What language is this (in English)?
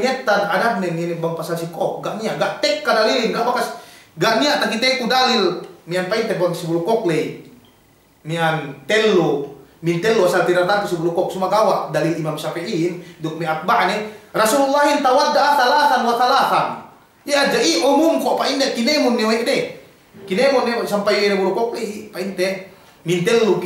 Yakan